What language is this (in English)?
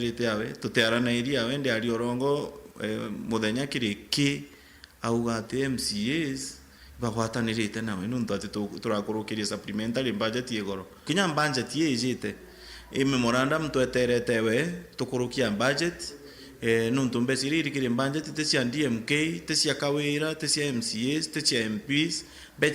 Meru